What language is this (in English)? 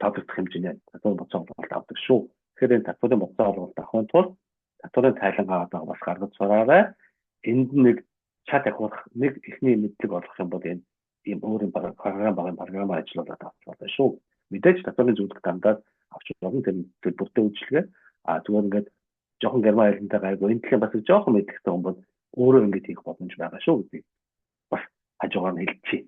Mongolian